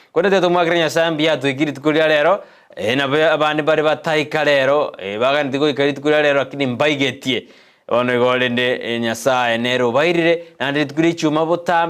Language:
Gusii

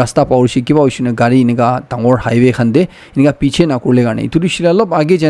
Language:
Naga Pidgin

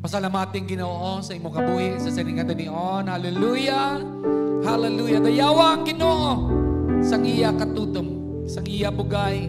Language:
Hiligaynon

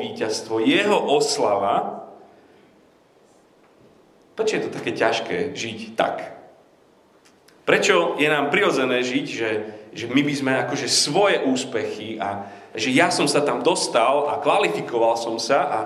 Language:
Slovak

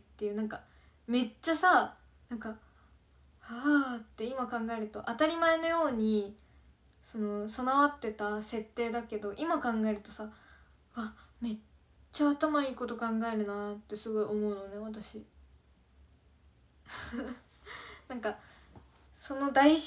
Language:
Japanese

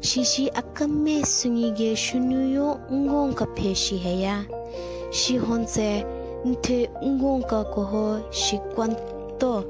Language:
Southern Rengma Naga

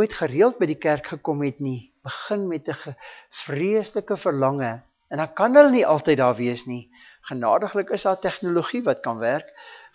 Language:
Afrikaans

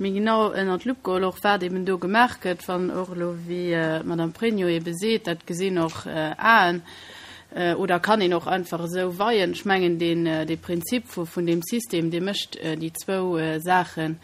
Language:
Luxembourgish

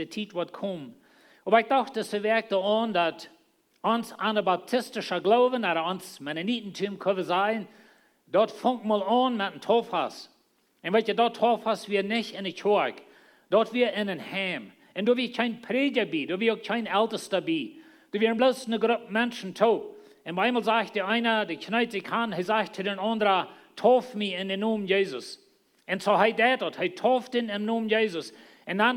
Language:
Plautdietsch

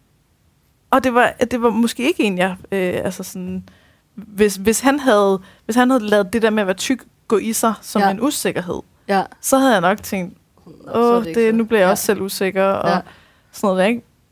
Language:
Danish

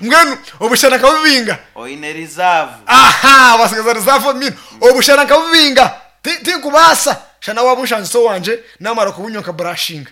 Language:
Nyankole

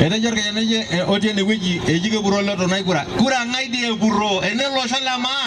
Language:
Masai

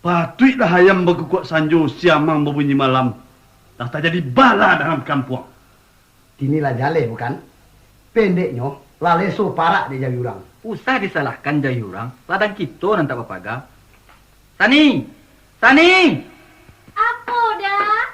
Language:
Minangkabau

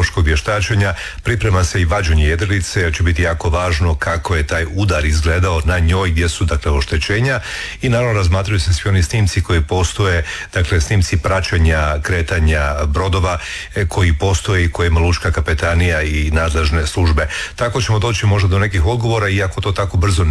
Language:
Croatian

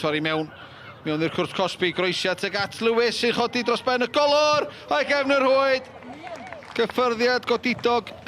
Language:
Welsh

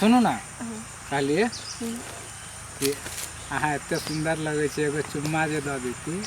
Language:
Maithili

